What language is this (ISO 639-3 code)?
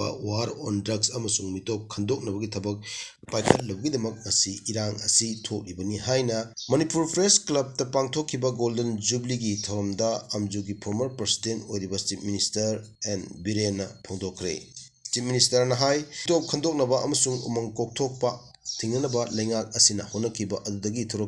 mni